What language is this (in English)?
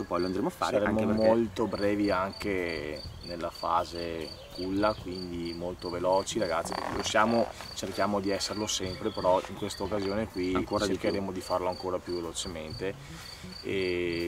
Italian